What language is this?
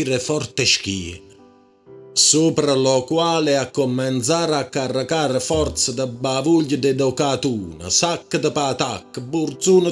Neapolitan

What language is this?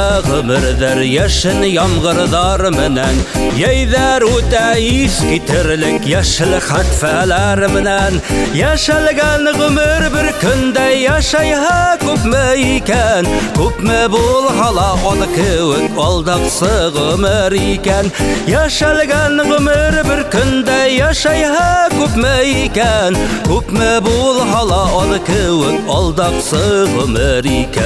Bashkir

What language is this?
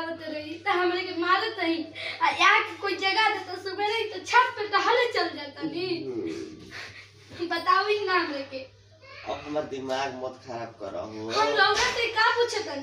Bhojpuri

